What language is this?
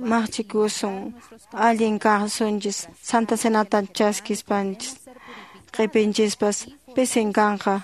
Quechua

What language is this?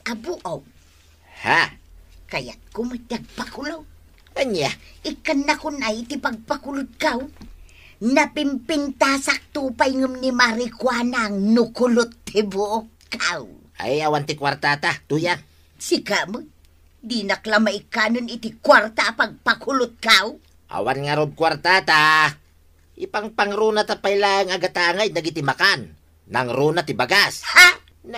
Iloko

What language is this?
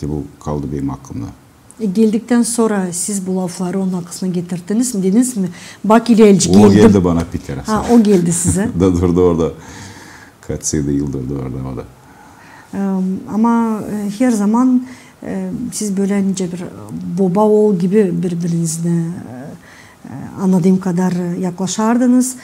Gagauz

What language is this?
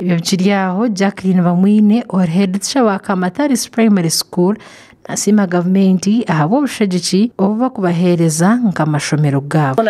Nyankole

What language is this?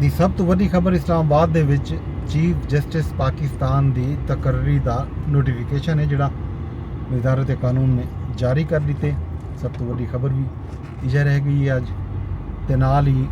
Saraiki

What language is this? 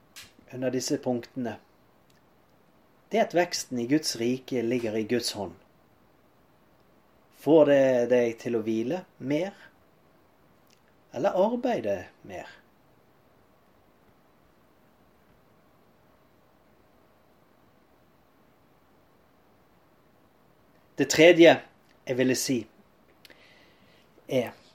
Norwegian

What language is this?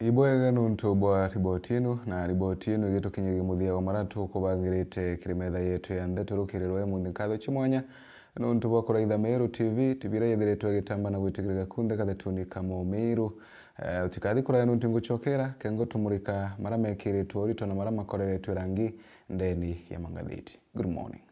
Meru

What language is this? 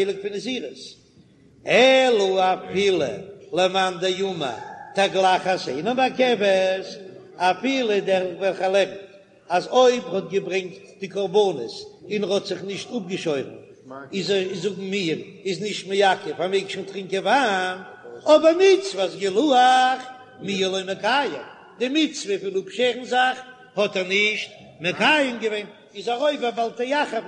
Yiddish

